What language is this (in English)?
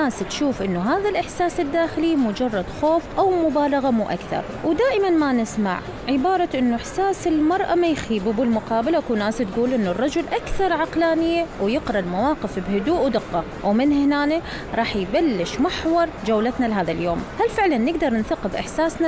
Mesopotamian Arabic